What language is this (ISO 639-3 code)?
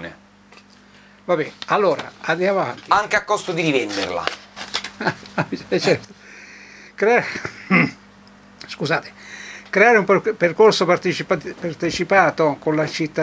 ita